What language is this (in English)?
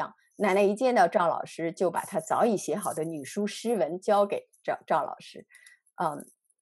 Chinese